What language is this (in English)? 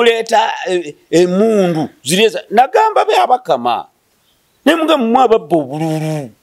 Ganda